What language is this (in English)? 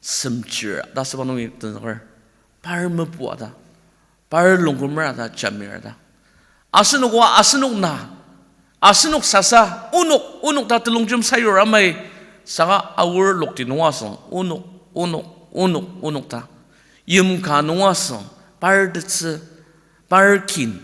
Ao Naga